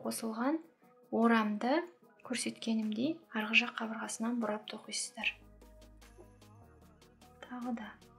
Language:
Kazakh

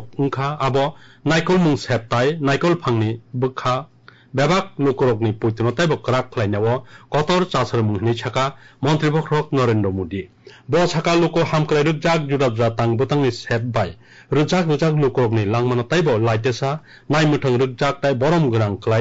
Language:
Bangla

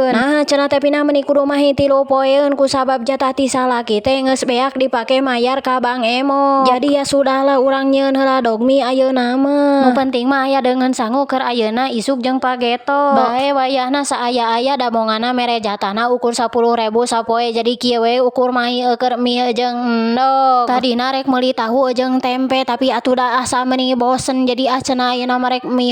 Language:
Sundanese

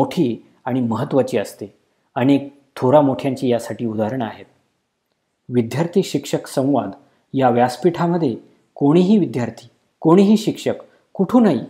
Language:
Marathi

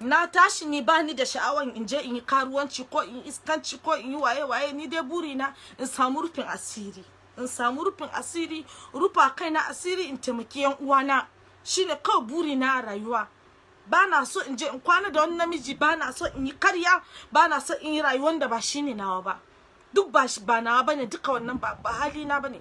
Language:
Hausa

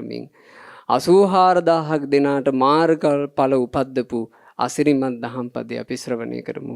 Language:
Sinhala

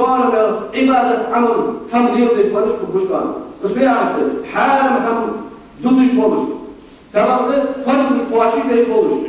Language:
Ingush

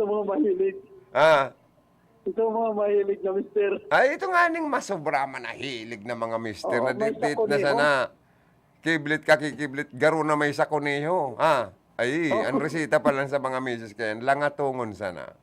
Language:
Bikol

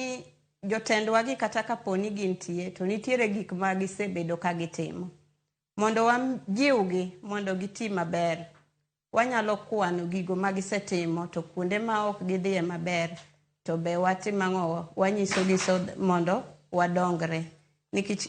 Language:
Luo (Kenya and Tanzania)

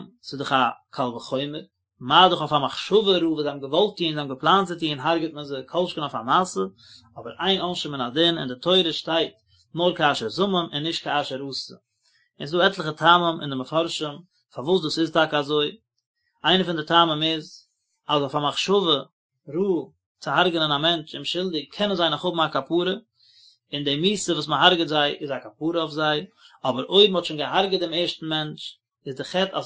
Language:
Yiddish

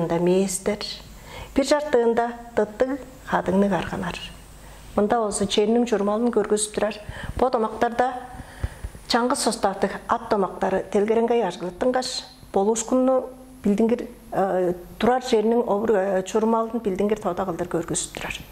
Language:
Tuvinian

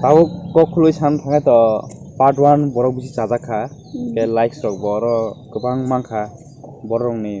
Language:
Kok Borok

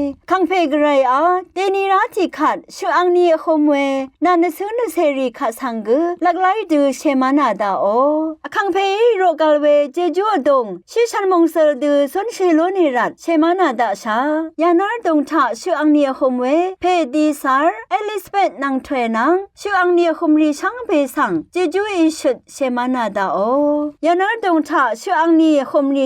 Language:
Rawang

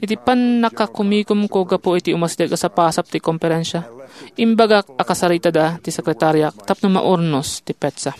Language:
Iloko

